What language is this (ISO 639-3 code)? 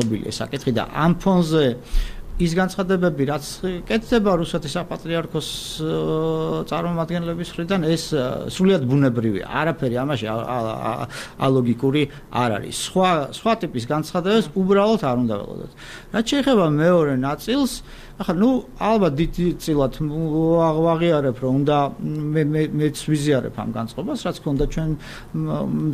kat